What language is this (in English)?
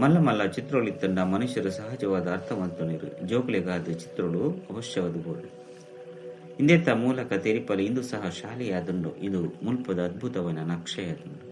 Tulu